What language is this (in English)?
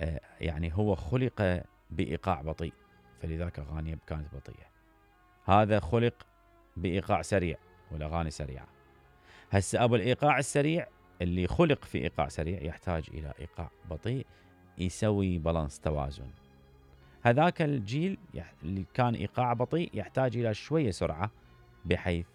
Mesopotamian Arabic